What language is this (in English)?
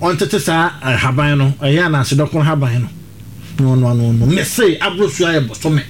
Akan